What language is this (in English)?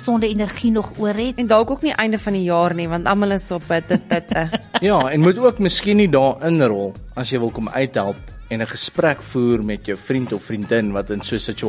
Afrikaans